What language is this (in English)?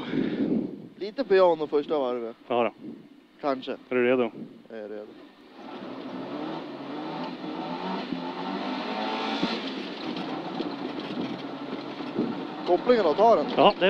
Swedish